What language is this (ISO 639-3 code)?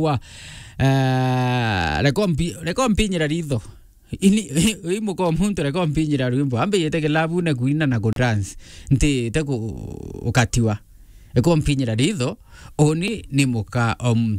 mer